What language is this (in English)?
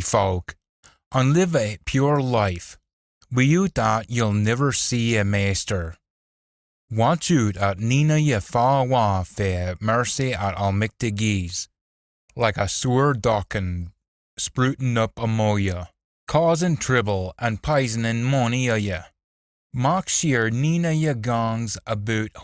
Scots